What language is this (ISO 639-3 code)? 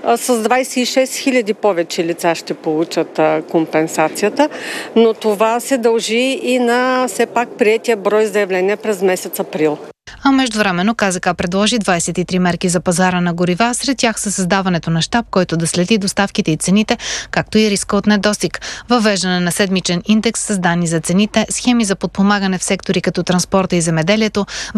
bul